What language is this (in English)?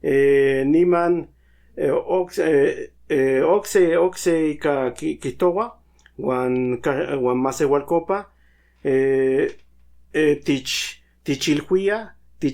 Central Nahuatl